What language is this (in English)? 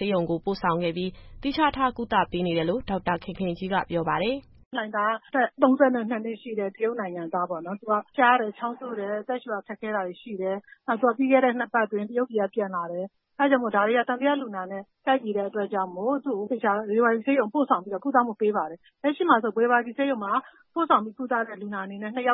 Burmese